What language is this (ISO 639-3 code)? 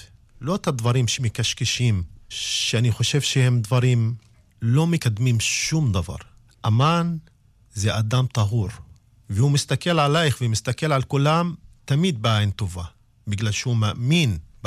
heb